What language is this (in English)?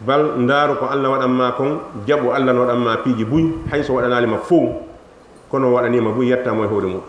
Fula